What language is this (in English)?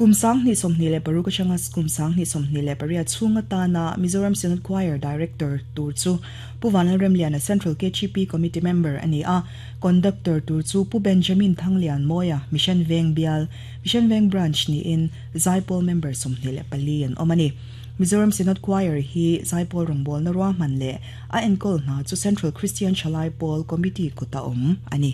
Mizo